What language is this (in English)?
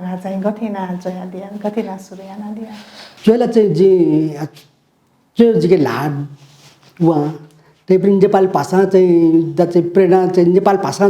Newari